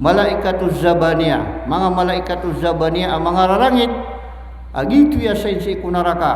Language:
Maranao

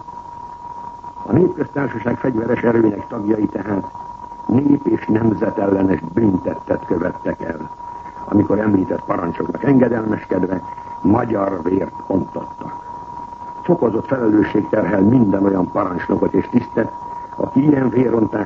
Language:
Hungarian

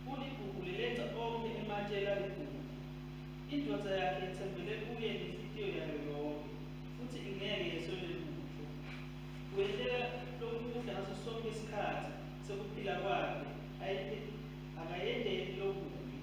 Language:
Swati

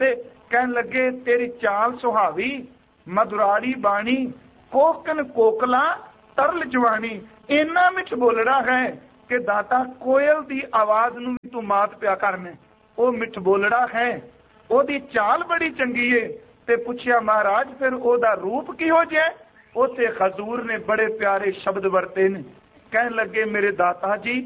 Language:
Punjabi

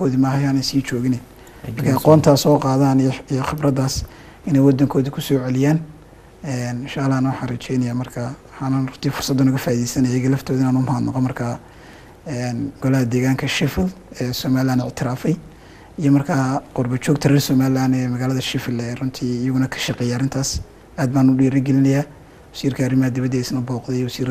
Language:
Somali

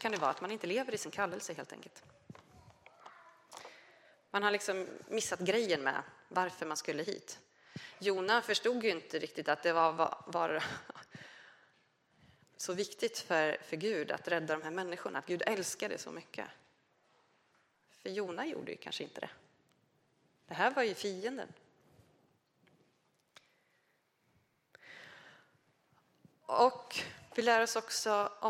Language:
Swedish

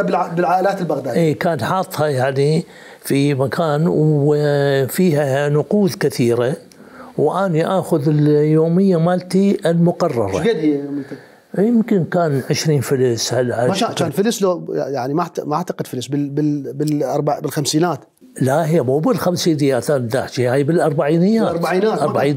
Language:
Mesopotamian Arabic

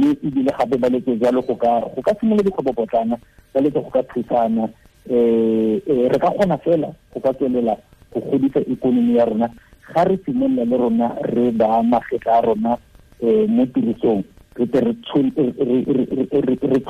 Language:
Tswana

